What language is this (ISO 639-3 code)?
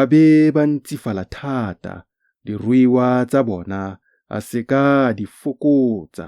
tsn